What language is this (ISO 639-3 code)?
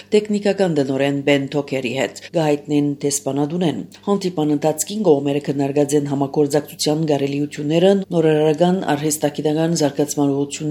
hye